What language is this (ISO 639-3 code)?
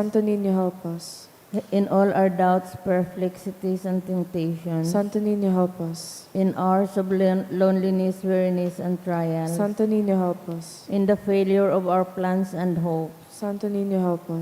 bik